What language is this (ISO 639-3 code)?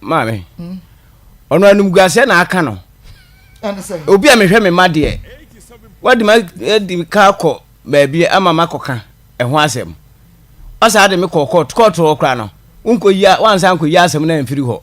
aka